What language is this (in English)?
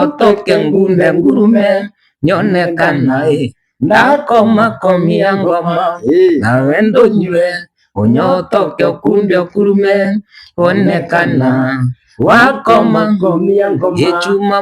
Kikuyu